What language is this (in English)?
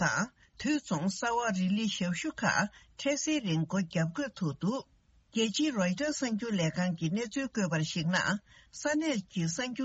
Tibetan